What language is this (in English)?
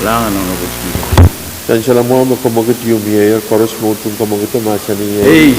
Pohnpeian